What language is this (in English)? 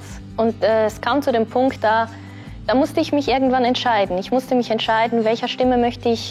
Swiss German